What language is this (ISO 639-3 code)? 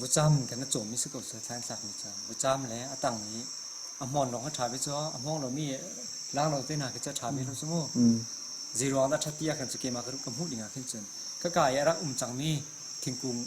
cnh